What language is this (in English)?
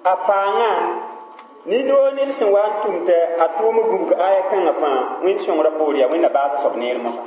Mossi